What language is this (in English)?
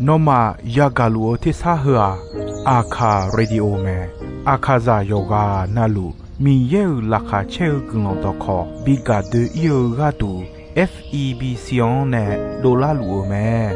Akha